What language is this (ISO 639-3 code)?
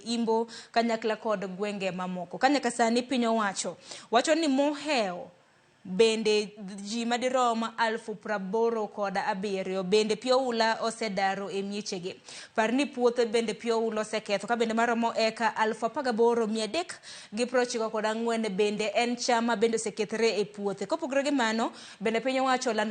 luo